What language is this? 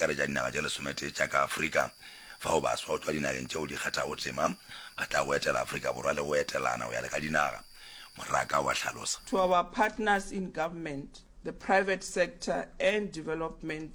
Northern Sotho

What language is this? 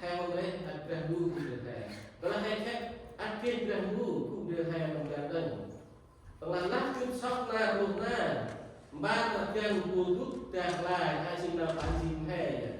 Central Mnong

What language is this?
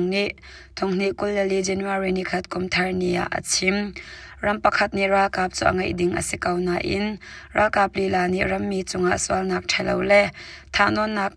Hakha Chin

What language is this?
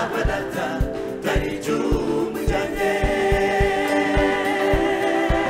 Kinyarwanda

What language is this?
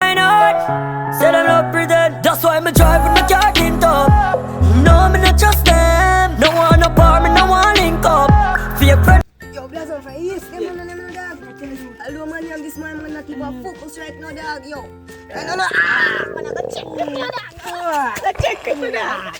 Jamaican Creole English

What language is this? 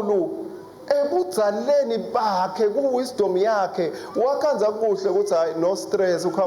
Swati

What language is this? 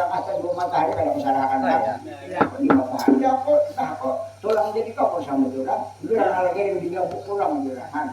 Banjar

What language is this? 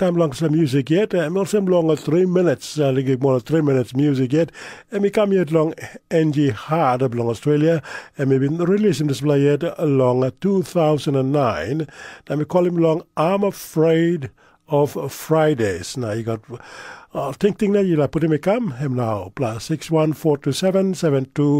Tok Pisin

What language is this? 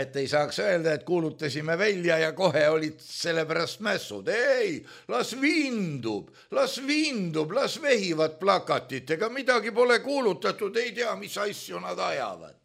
Estonian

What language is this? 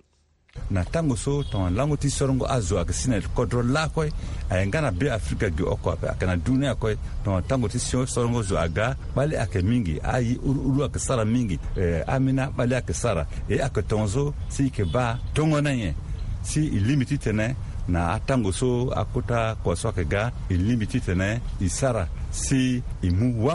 Sango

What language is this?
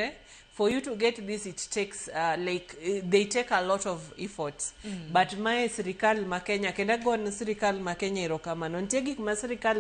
Luo (Kenya and Tanzania)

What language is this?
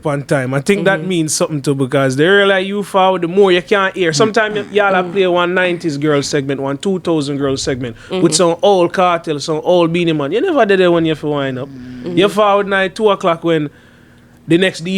Jamaican Creole English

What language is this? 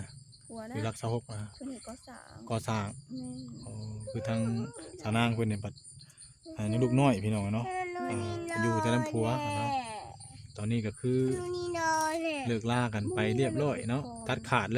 Northeastern Thai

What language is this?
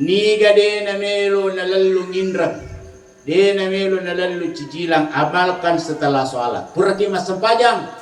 Buginese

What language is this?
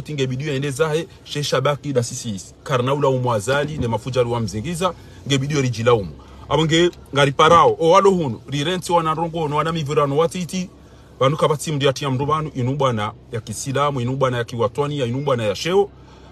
Ngazidja Comorian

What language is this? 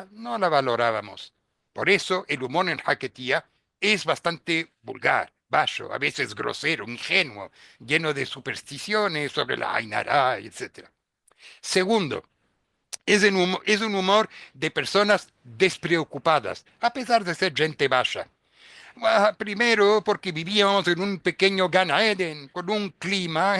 Ladino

